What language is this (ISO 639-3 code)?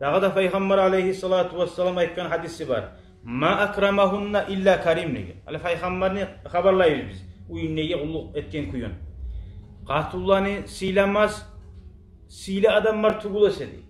kum